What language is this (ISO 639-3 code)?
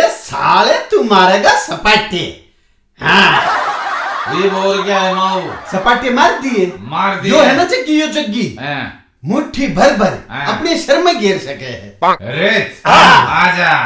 bgc